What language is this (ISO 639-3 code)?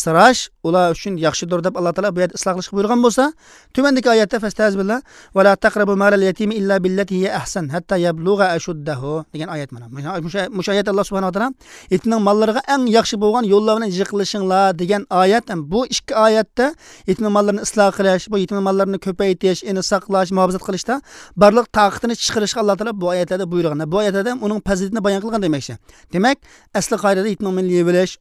uig